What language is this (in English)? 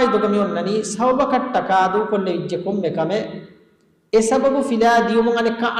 Divehi